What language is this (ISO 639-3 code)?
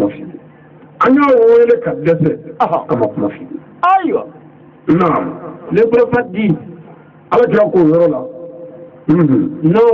bam